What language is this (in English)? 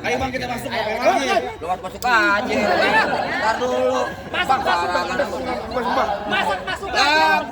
Betawi